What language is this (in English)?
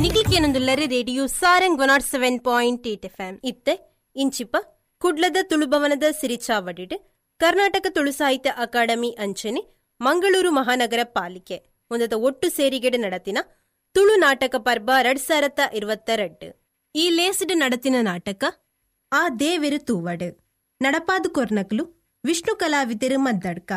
Tulu